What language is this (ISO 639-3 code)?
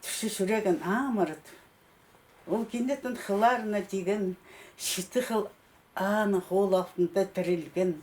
kjh